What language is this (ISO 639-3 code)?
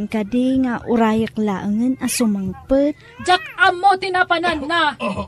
ilo